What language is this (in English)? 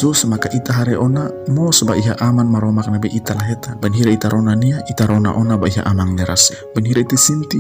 Tetum